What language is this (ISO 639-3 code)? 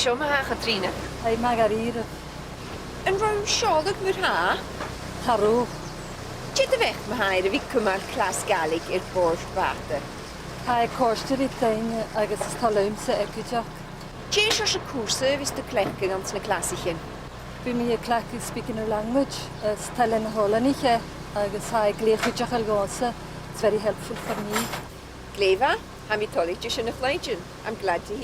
gla